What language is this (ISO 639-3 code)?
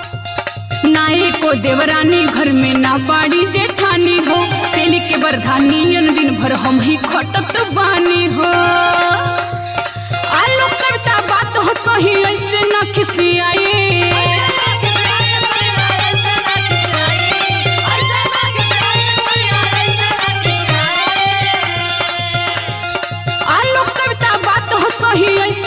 bho